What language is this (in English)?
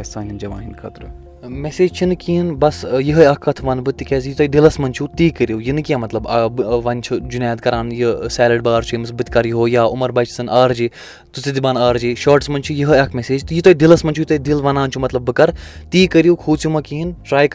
Kashmiri